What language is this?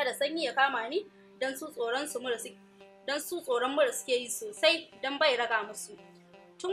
Hausa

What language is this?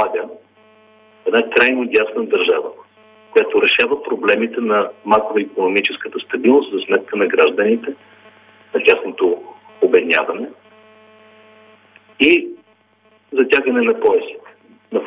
Bulgarian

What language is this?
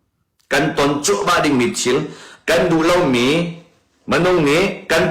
Hakha Chin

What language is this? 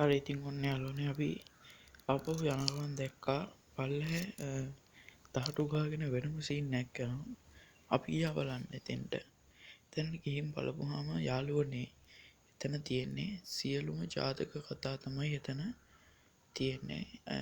Sinhala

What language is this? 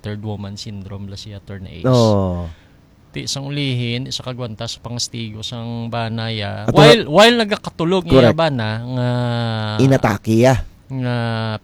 Hiligaynon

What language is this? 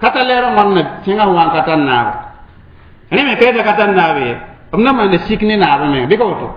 Mossi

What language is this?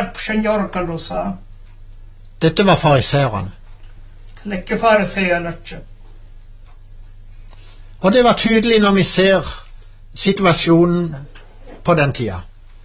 Norwegian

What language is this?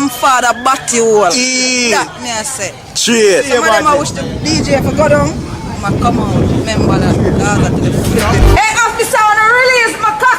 Jamaican Creole English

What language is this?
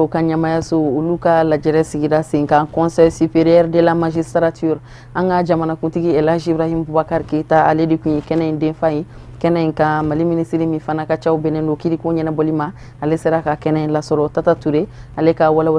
Bambara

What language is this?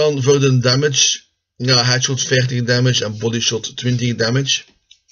Dutch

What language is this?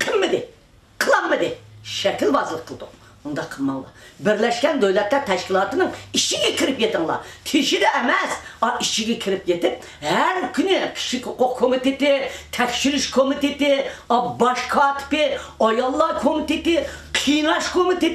Uyghur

